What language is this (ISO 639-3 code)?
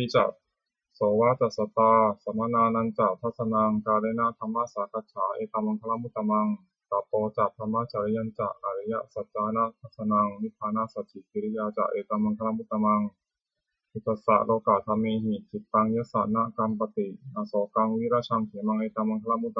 pli